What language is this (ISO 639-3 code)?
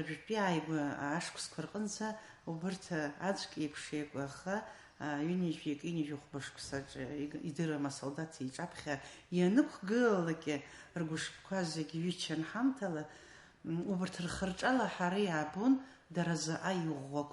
abk